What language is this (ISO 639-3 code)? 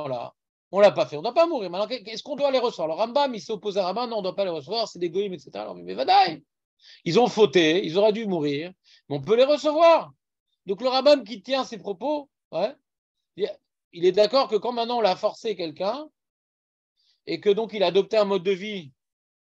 fra